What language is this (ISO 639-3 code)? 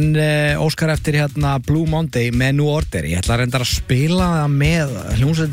isl